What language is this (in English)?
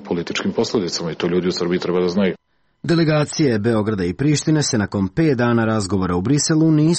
Serbian